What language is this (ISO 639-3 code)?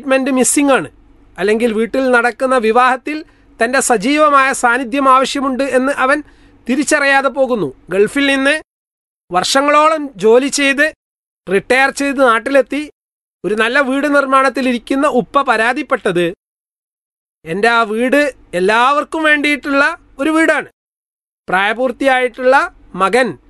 mal